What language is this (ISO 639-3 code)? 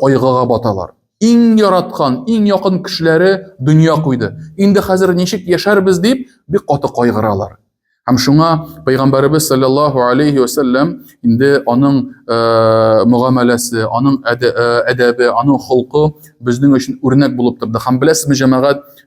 tat